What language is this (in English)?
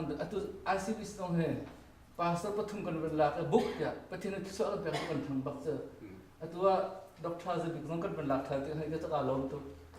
Hakha Chin